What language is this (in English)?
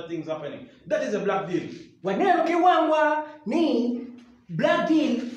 Acoli